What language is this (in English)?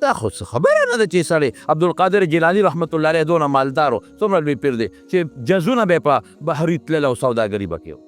Pashto